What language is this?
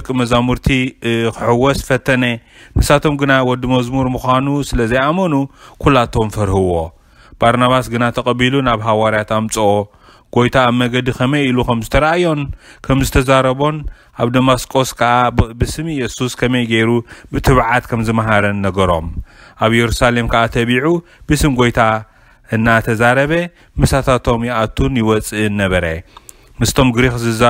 Tigrinya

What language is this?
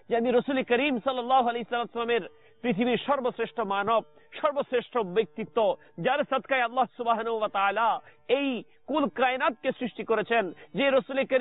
Bangla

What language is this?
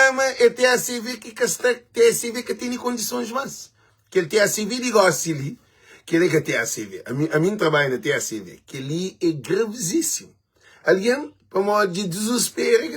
Kabuverdianu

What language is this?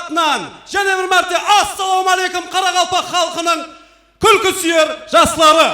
Kara-Kalpak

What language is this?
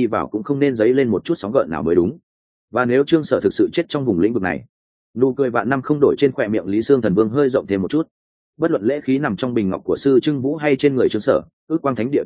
Vietnamese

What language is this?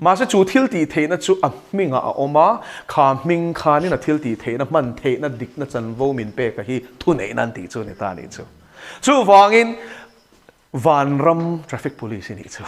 Mizo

